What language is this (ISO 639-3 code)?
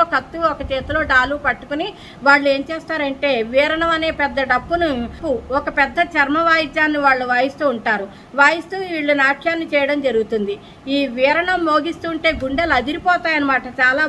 tel